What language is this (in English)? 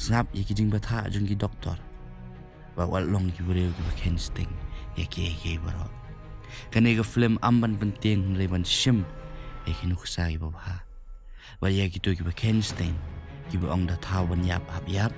Khasi